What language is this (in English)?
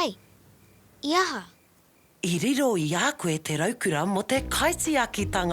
Māori